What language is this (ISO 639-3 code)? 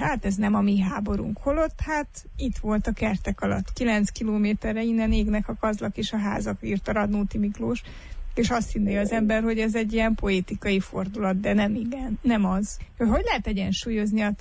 hun